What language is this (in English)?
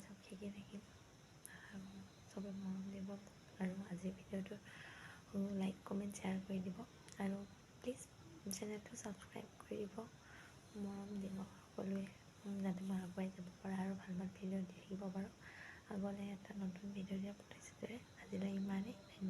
Assamese